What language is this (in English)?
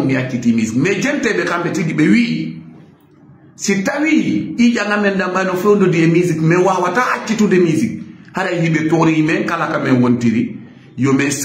Fula